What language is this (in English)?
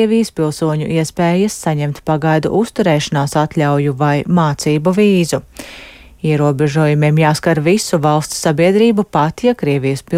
Latvian